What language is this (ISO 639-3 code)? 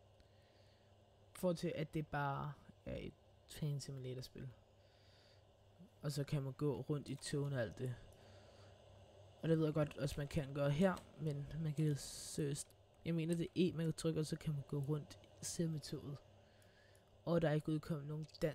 dan